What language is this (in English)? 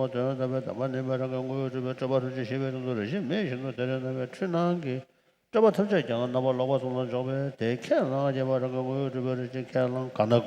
Tibetan